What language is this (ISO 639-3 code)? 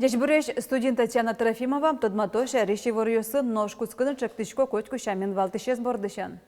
udm